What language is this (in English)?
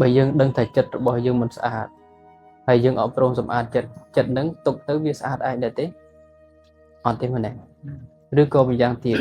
Khmer